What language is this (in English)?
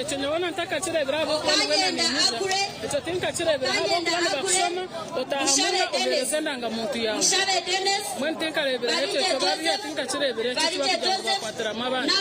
Nyankole